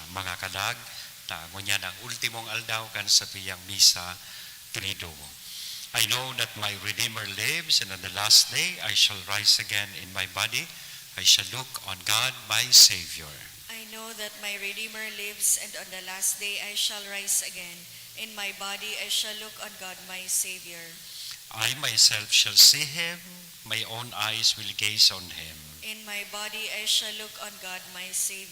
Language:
Bikol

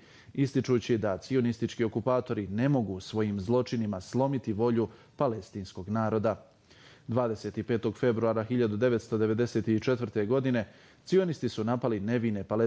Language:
Bosnian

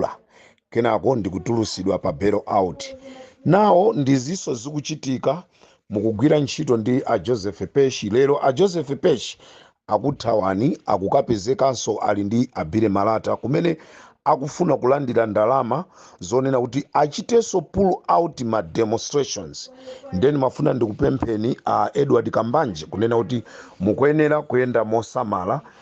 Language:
Nyanja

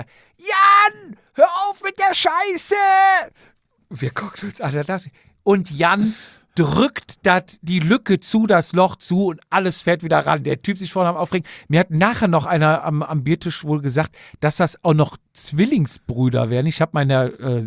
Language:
German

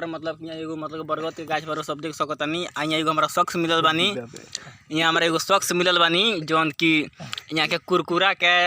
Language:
Bhojpuri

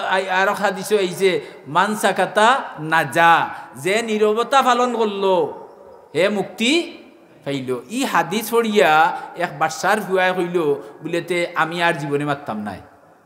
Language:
Sylheti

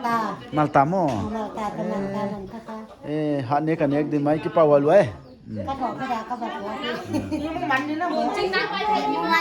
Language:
Paite Chin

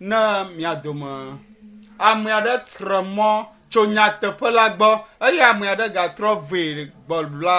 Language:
Ewe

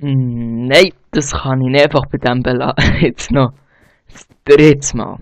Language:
Swiss German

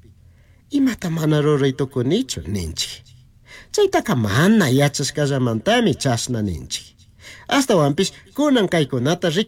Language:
Chimborazo Highland Quichua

